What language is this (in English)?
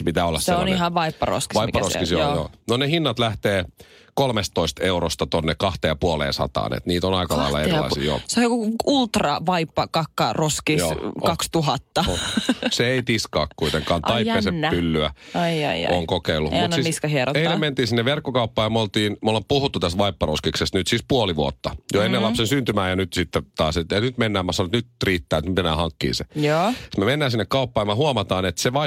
Finnish